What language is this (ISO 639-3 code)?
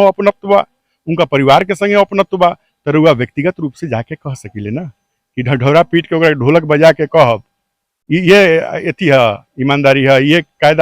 bho